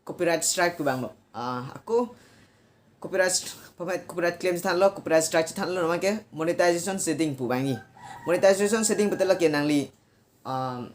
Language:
Karbi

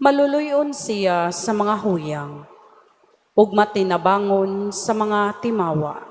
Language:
Cebuano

